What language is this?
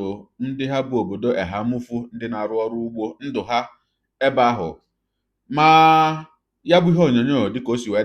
Igbo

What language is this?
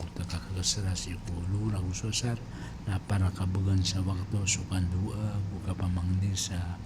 Maranao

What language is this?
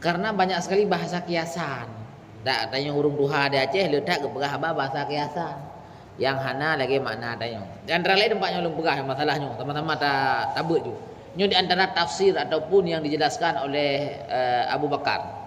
Achinese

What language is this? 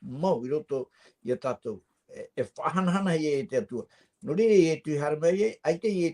Tahitian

